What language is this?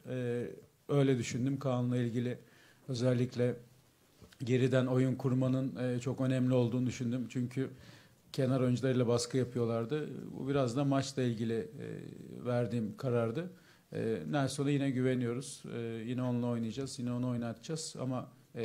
Turkish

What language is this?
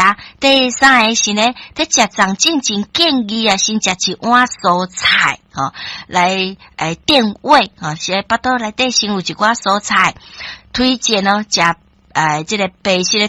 Min Nan Chinese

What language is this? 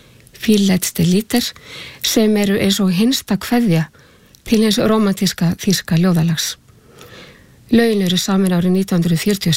Icelandic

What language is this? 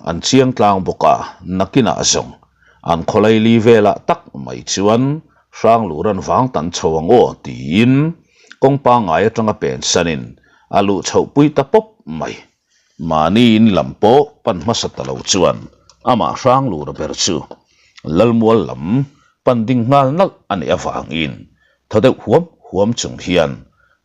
Mizo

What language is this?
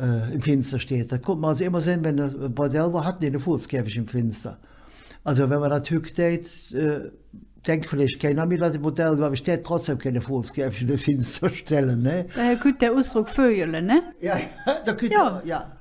Colognian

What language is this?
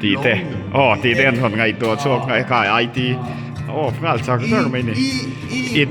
Mizo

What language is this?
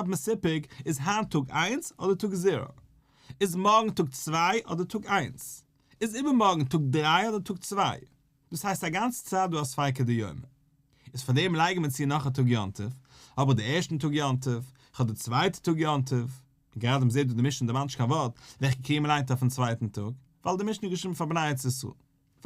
Yiddish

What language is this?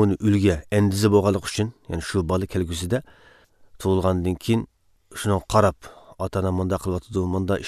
Uyghur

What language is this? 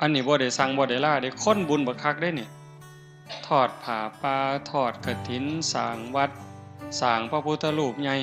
Northeastern Thai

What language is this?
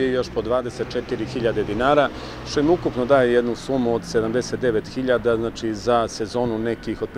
Serbian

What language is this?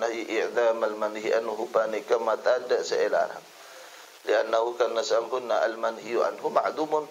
Madurese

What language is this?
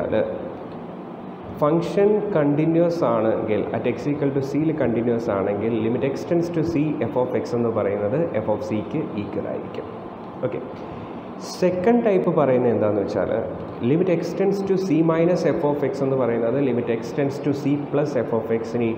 Malayalam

